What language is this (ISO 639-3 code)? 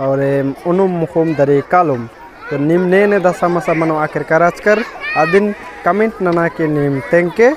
kru